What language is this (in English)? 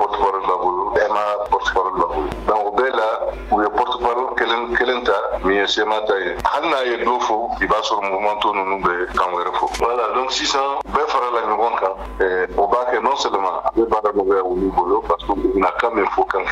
Bambara